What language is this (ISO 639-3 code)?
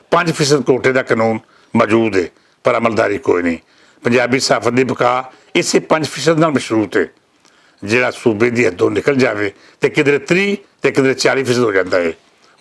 lah